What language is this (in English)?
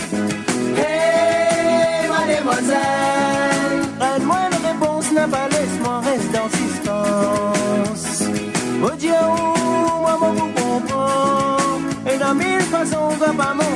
Morisyen